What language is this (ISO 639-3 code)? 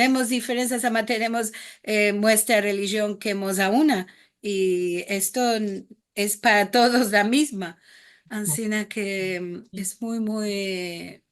lad